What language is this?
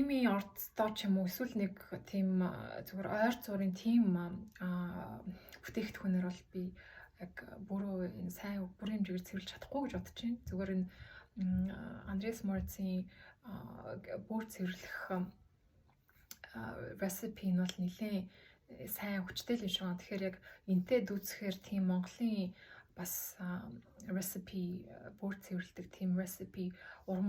Mongolian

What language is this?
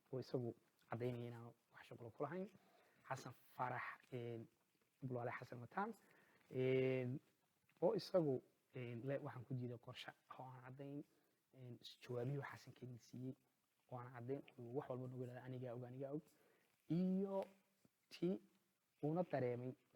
Somali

